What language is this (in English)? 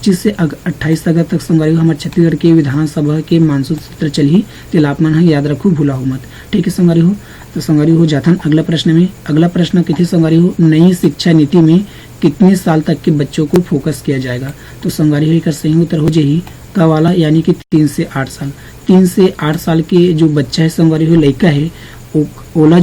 Chhattisgarhi